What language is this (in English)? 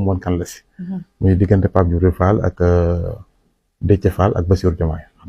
Wolof